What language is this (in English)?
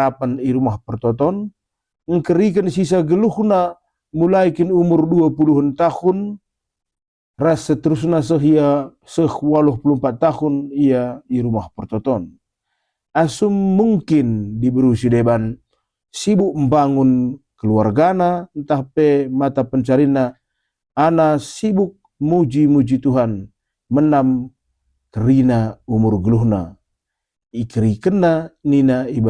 Batak Karo